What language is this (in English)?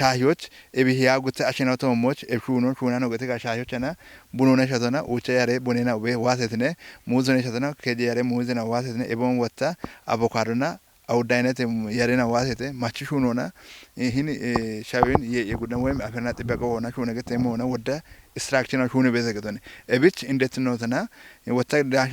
Kafa